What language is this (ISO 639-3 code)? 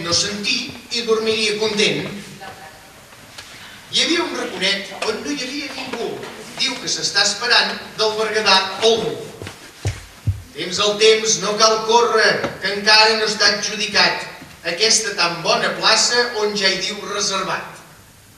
cat